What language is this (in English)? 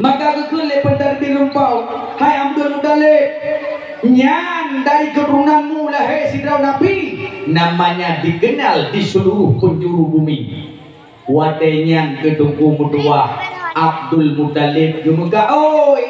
Achinese